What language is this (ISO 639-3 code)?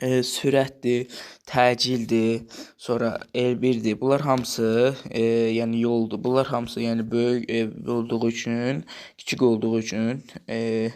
aze